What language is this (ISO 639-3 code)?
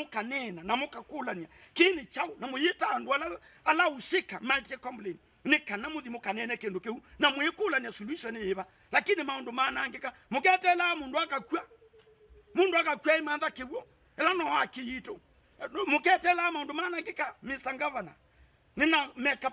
kam